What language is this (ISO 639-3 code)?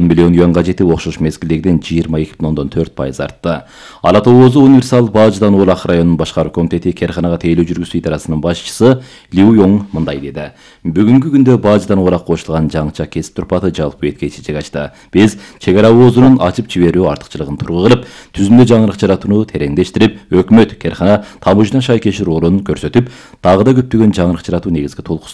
kir